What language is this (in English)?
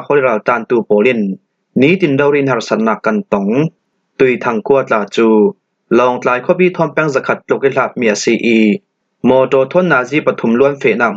Falam Chin